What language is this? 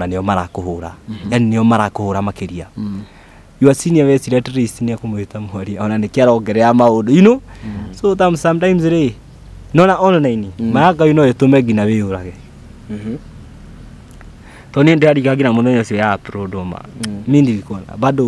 Kikuyu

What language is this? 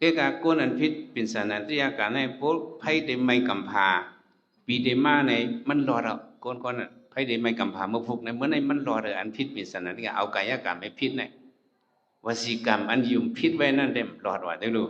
Shan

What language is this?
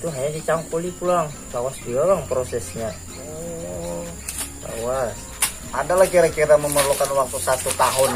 Banjar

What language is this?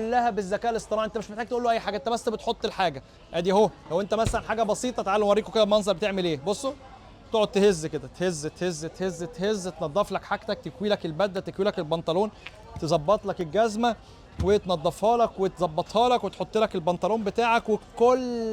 Egyptian Arabic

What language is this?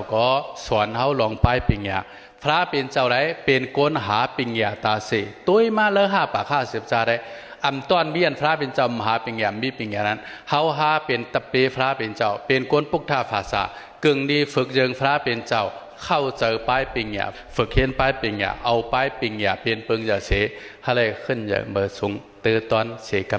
Shan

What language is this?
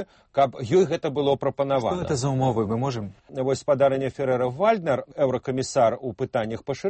Belarusian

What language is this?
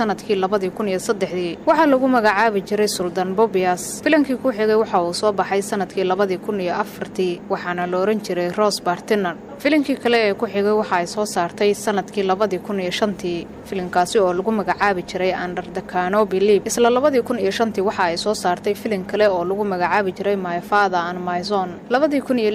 Somali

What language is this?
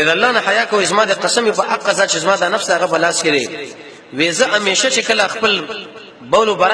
Pashto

